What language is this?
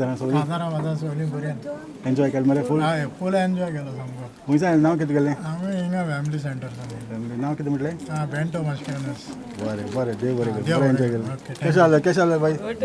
Konkani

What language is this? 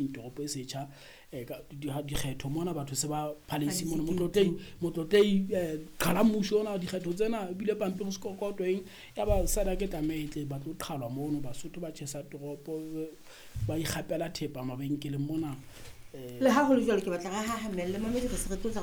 Southern Sotho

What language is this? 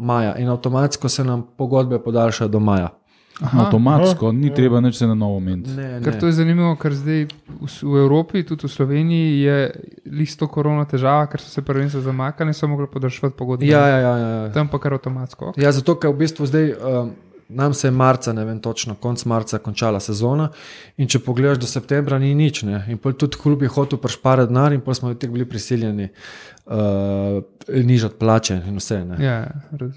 Slovenian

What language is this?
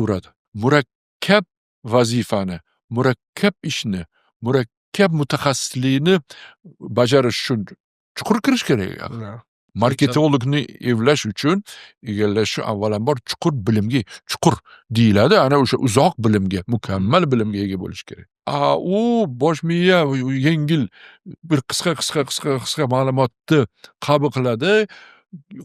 Uzbek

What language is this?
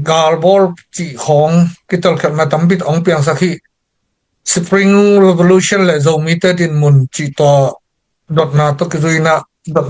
Tedim Chin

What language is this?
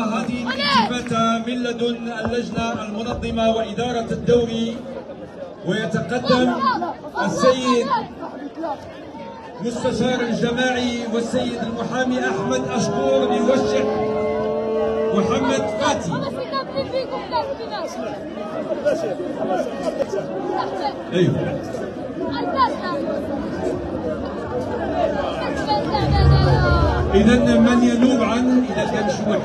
Moroccan Arabic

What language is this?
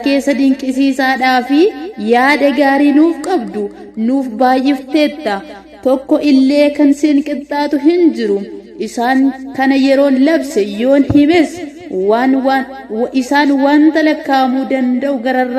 Oromo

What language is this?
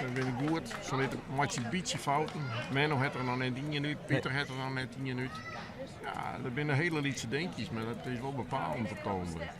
Western Frisian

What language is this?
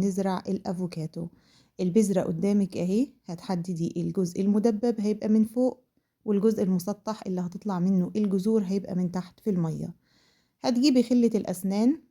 Egyptian Arabic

